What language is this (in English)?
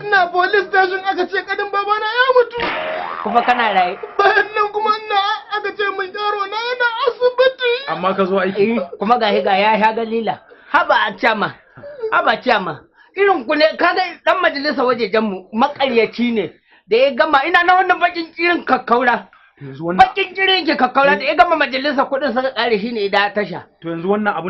Hausa